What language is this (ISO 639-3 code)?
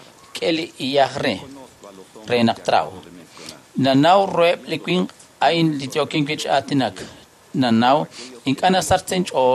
kek